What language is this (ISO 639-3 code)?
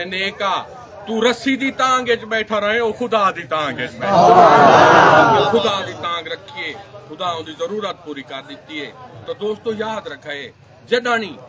skr